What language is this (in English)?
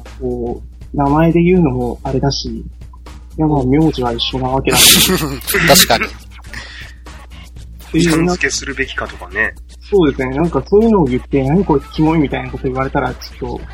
Japanese